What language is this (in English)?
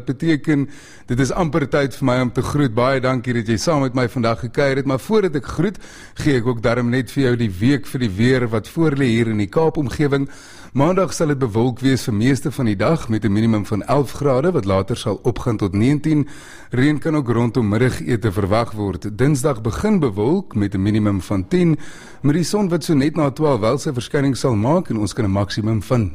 Afrikaans